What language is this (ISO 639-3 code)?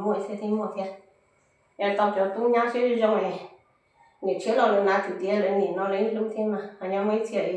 hmn